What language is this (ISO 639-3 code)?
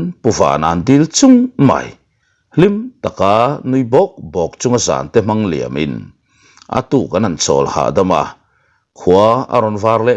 lus